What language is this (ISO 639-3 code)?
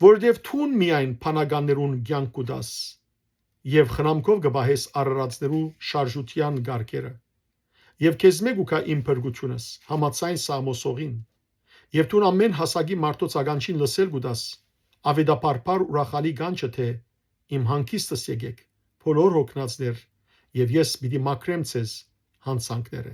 hyw